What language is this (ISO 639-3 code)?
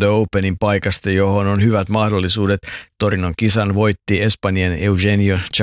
fin